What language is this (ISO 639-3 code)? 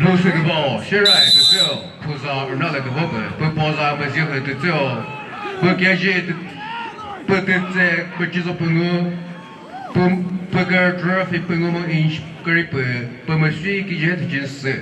nri